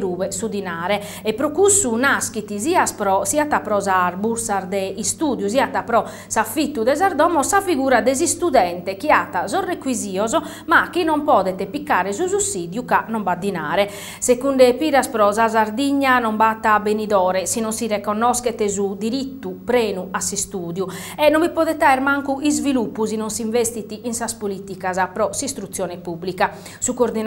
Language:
Sardinian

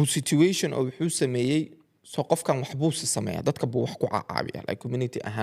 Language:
Somali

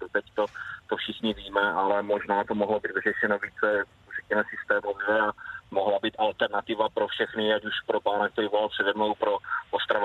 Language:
Czech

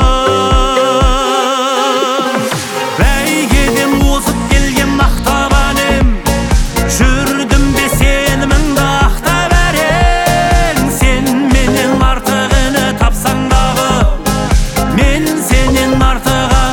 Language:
Kazakh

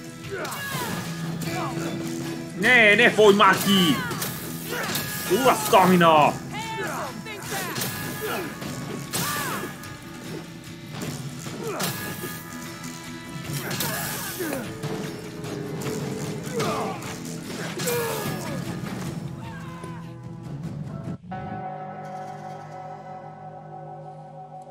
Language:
Hungarian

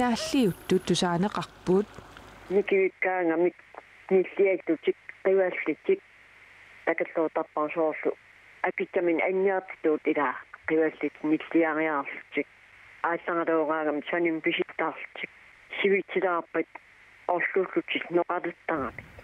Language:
Kalaallisut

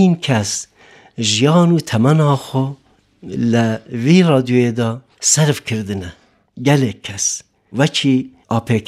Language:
Kurdish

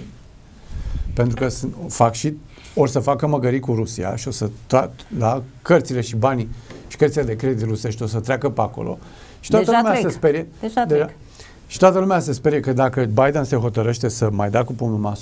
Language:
Romanian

